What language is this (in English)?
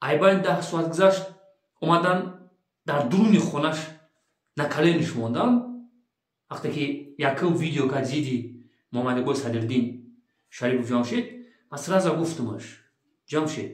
Tajik